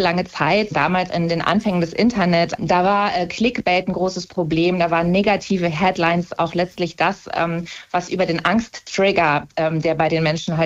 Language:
German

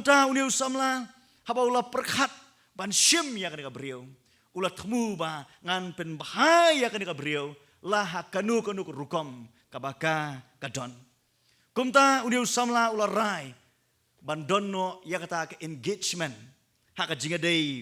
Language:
Khasi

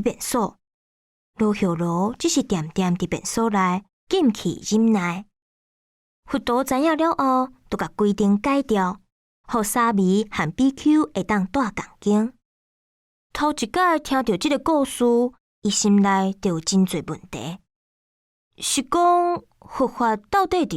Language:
Min Nan Chinese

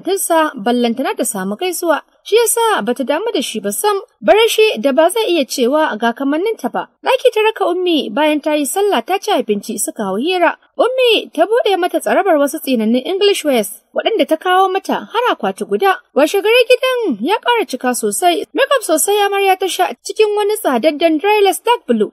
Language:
Hausa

